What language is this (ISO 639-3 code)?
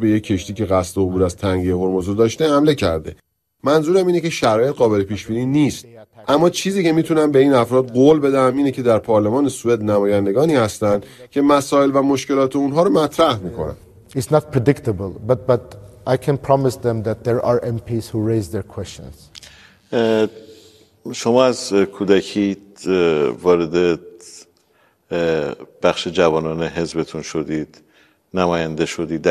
fas